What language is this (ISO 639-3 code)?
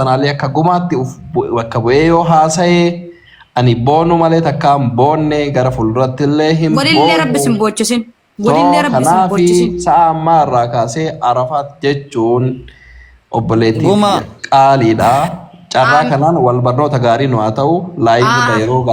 orm